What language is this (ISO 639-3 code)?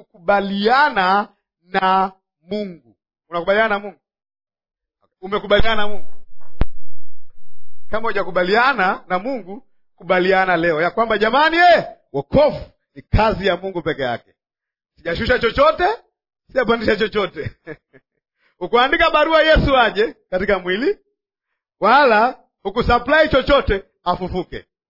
swa